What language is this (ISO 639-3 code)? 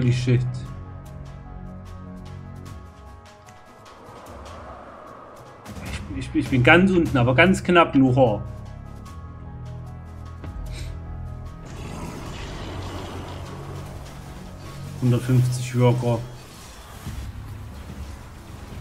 deu